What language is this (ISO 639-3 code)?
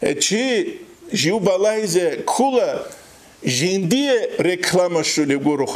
ava